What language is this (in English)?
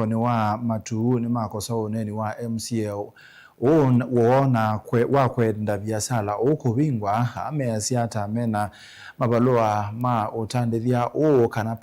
Kamba